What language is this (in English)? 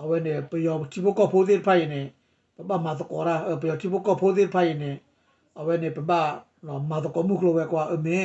S'gaw Karen